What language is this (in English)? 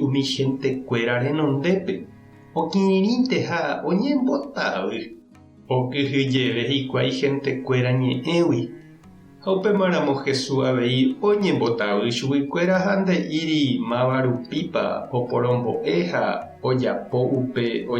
Guarani